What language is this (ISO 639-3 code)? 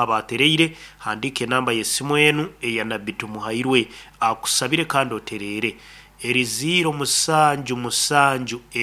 nyn